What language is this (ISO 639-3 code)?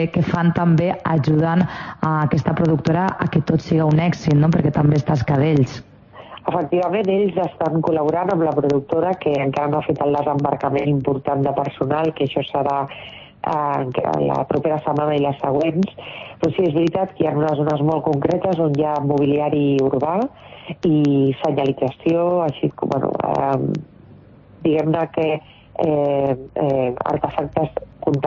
cat